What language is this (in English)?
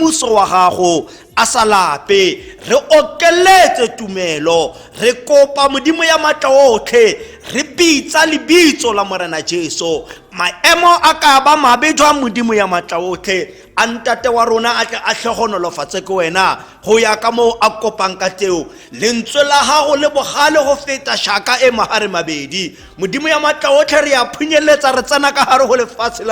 Tswana